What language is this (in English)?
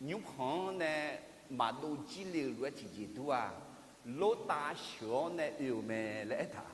Akha